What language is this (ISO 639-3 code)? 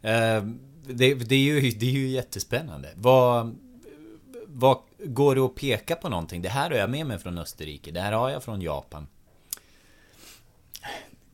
swe